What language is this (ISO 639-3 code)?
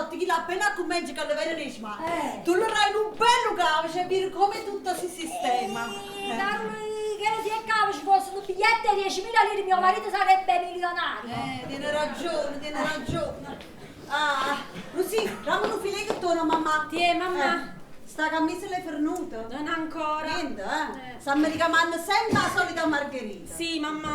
nap